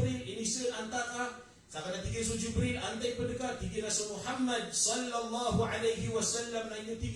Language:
Maranao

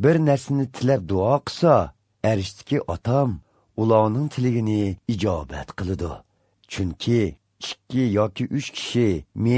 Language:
Uyghur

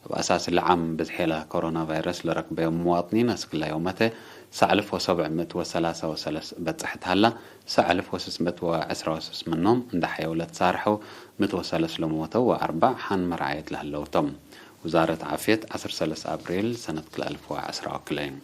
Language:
Tigre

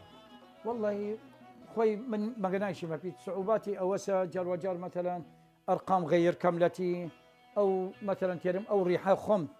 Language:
Southern Kurdish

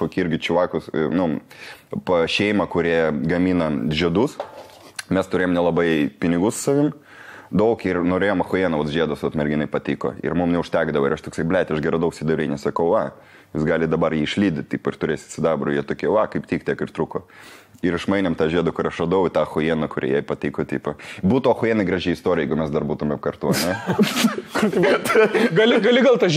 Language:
Lithuanian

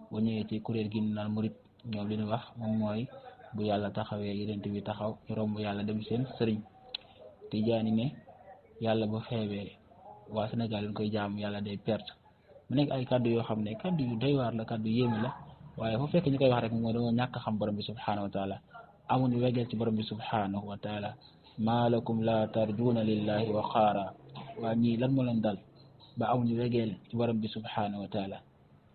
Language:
Wolof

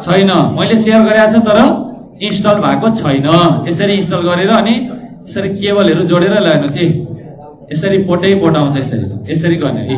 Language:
Nepali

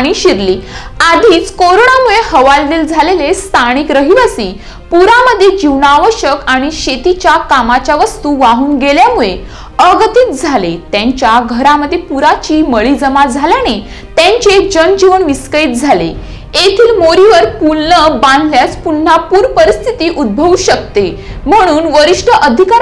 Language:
Marathi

